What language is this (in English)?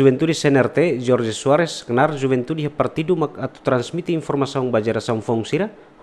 Tetum